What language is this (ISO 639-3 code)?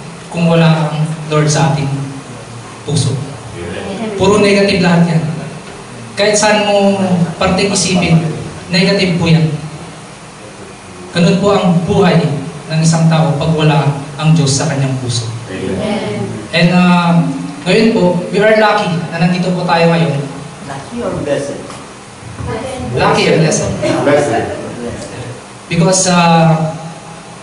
fil